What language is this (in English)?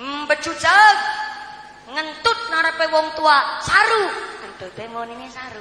Javanese